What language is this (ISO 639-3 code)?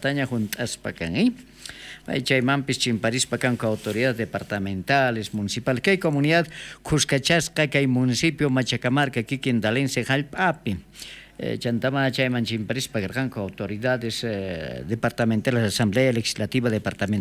quh